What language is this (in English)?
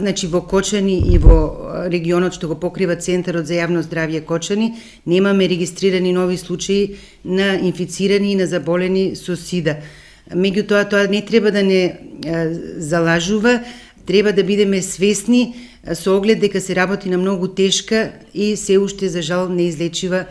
Macedonian